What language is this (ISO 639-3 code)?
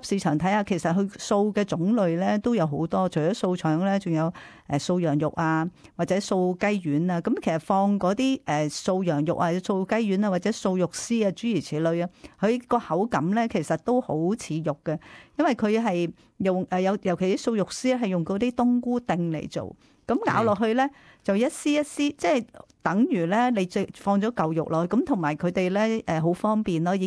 yue